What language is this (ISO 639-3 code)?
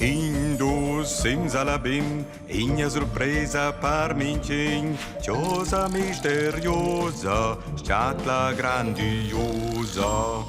roh